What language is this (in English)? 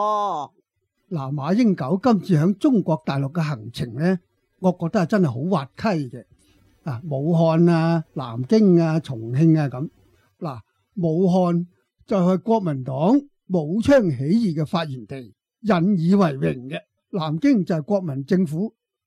Cantonese